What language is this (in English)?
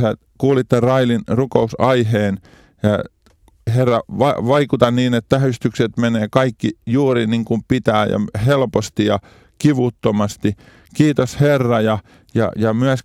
Finnish